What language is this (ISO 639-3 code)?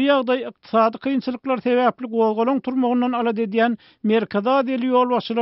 tuk